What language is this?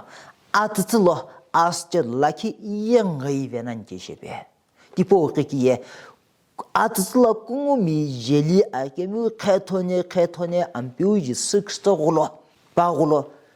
Sumi Naga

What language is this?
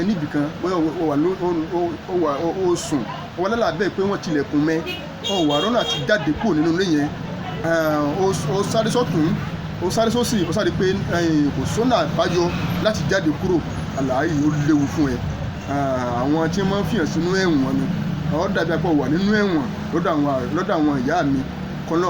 Yoruba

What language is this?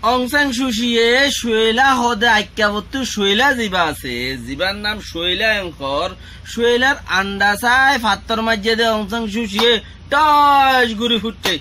Rohingya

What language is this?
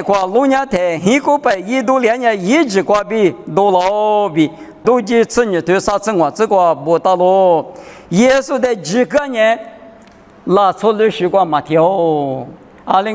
Lisu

